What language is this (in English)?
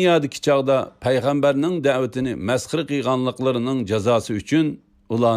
Uyghur